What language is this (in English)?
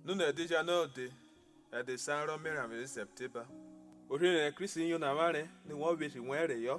Urhobo